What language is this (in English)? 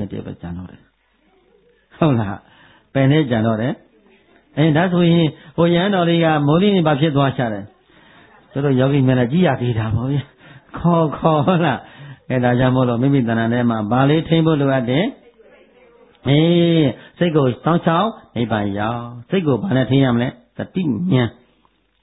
Burmese